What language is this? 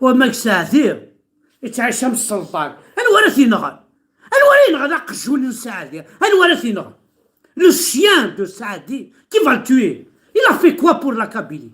Kabyle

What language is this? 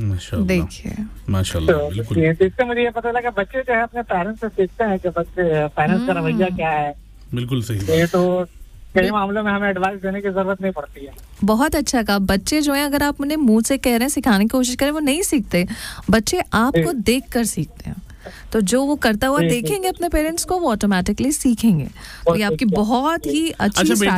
Hindi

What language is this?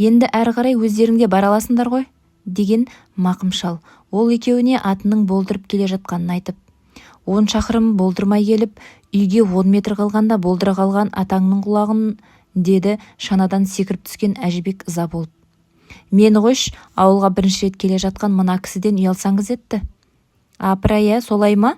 Kazakh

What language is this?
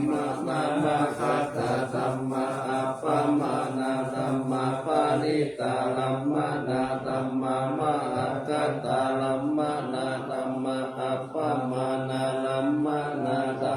Pali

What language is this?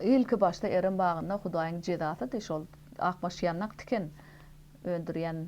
Turkmen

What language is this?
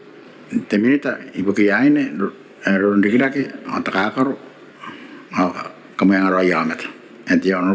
Gilbertese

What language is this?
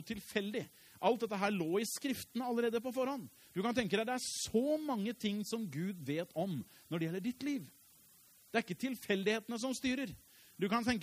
Norwegian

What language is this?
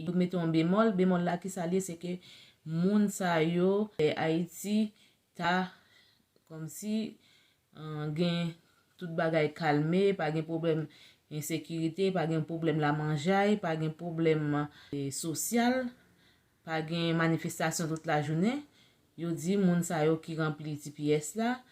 Haitian Creole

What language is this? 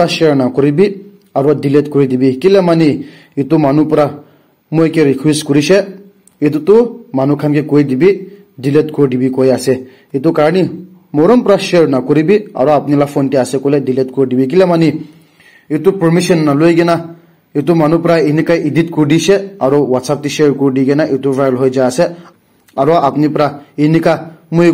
Naga Pidgin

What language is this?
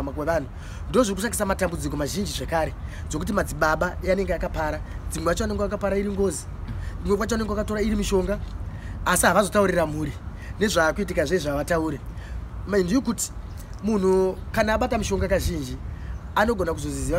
Shona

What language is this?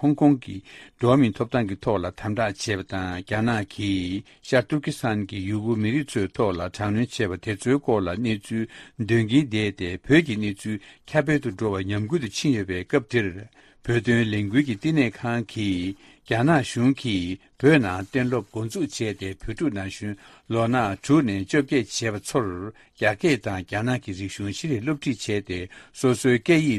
Tibetan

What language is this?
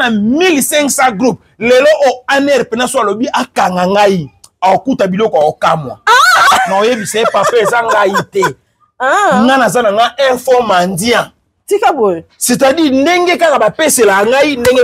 Lingala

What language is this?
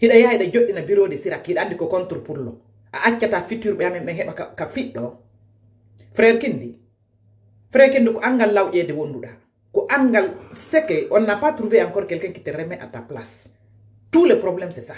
Fula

